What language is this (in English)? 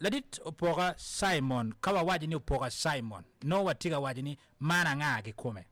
Acoli